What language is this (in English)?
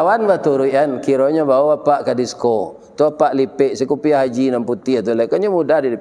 Minangkabau